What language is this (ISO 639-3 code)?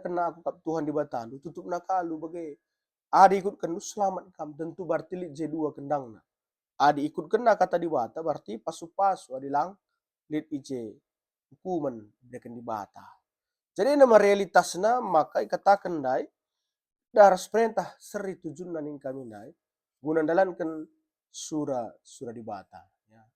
btx